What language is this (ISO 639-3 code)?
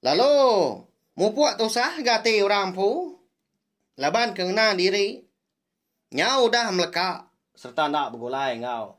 iba